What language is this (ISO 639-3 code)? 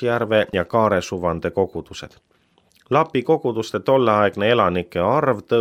est